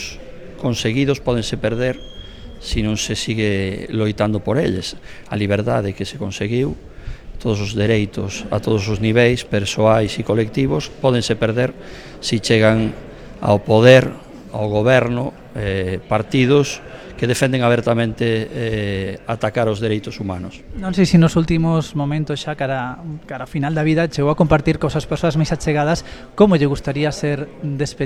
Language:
Galician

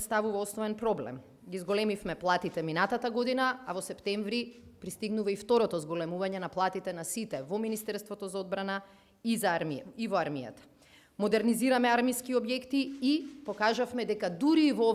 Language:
Macedonian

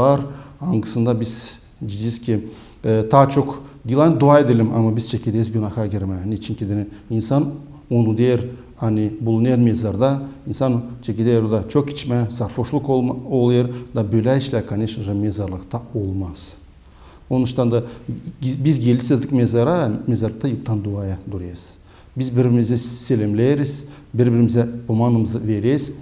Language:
Gagauz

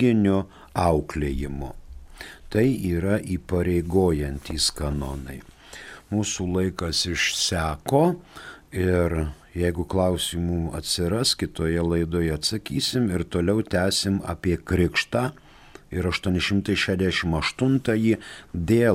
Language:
Lithuanian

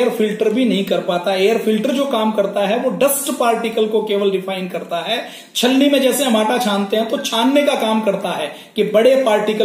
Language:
Hindi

